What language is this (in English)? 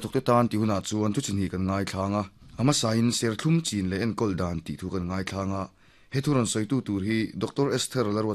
Mizo